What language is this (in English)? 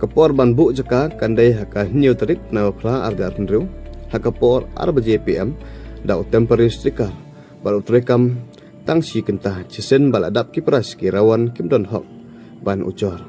Khasi